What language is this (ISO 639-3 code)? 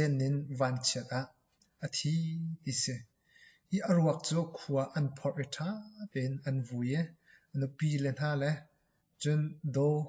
cnh